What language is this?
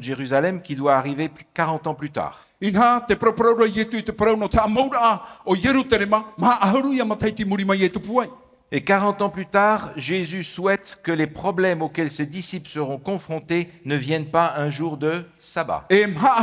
Tahitian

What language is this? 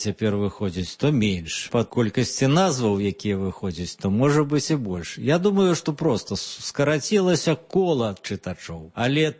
Belarusian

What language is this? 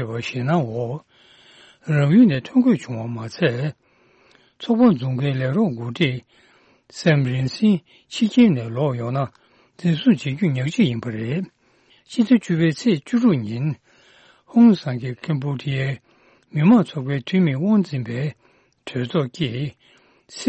Tibetan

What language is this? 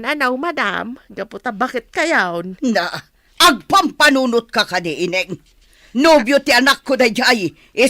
Iloko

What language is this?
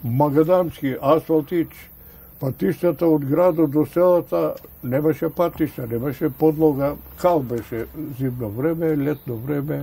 Macedonian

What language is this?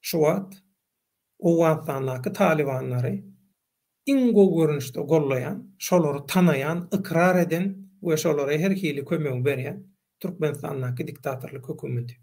Turkmen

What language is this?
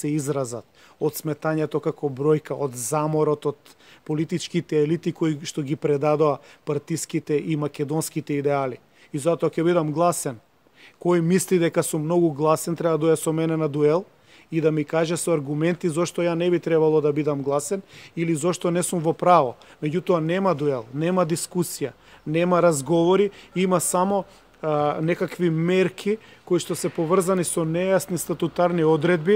Macedonian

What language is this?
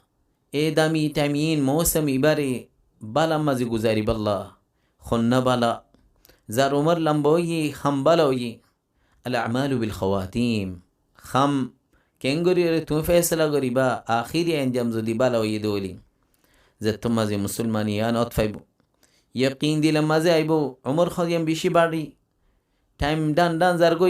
Rohingya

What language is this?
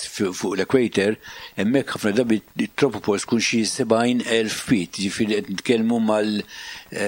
Maltese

